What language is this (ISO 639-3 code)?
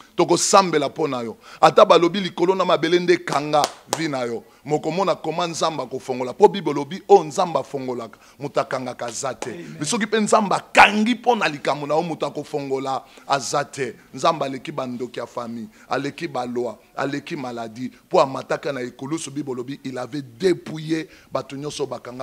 lin